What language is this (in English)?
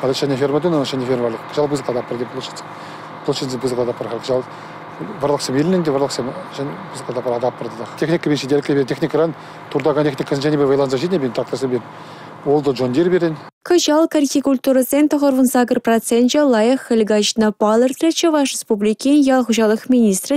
Chuvash